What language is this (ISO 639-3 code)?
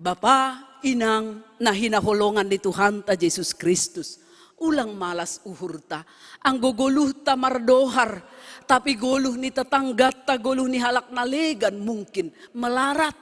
bts